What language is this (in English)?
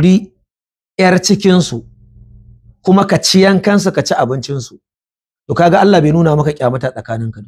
Hausa